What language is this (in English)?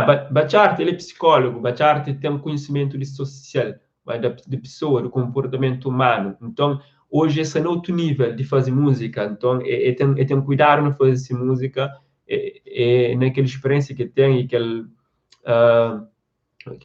Kabuverdianu